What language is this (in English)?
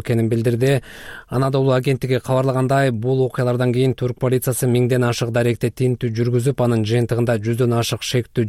Kyrgyz